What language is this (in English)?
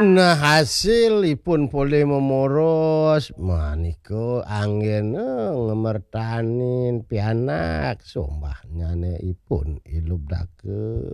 Balinese